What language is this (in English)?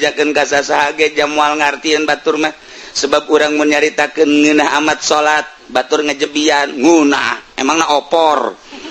Sundanese